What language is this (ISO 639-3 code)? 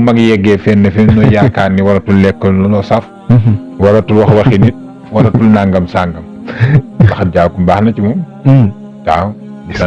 wol